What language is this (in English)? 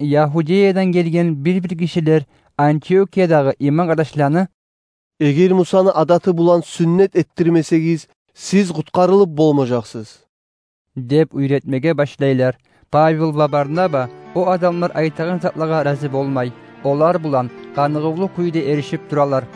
Kumyk